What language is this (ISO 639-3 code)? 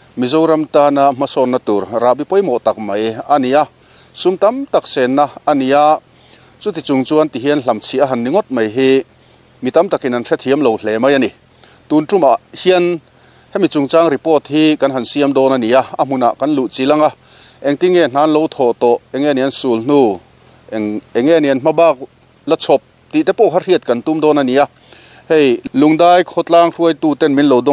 lus